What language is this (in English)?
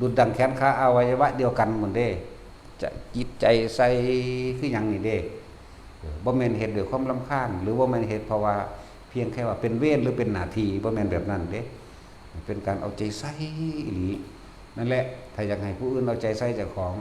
Northeastern Thai